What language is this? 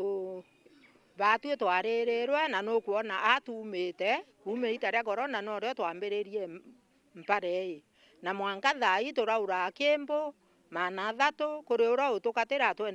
Meru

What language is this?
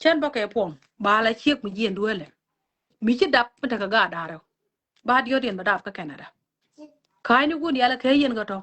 Nuer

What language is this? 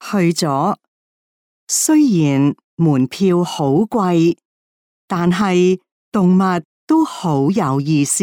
Cantonese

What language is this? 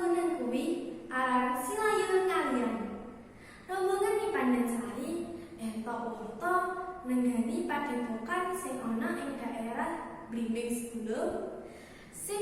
Javanese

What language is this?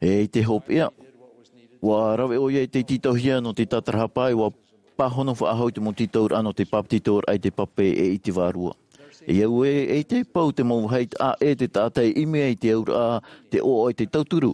Tahitian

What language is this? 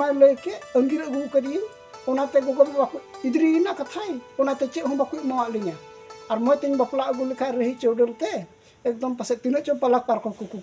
Santali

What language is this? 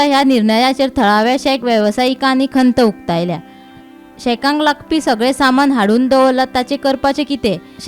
Konkani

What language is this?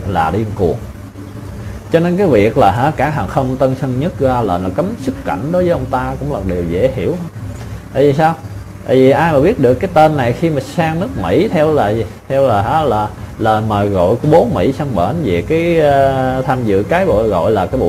Vietnamese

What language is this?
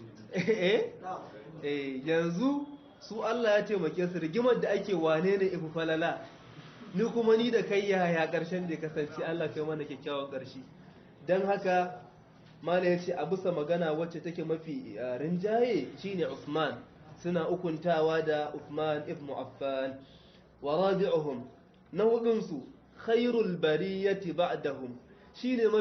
Hausa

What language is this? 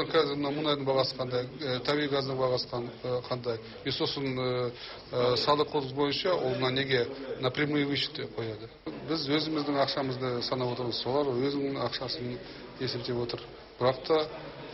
Kazakh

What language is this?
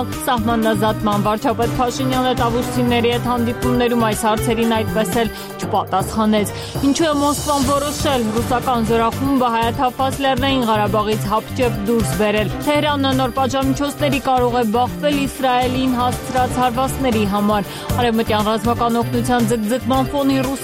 Armenian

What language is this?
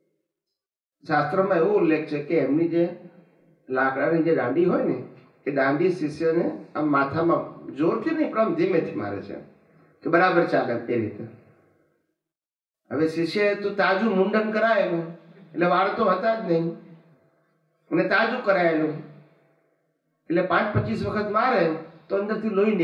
Gujarati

